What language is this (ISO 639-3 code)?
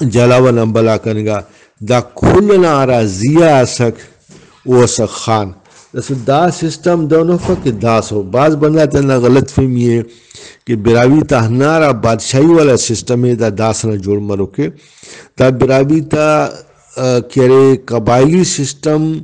brh